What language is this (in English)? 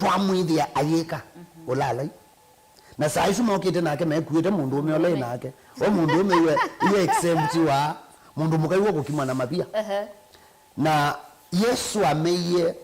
Kamba